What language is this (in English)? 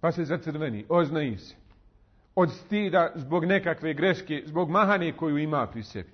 Bosnian